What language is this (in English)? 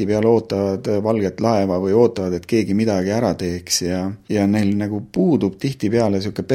Estonian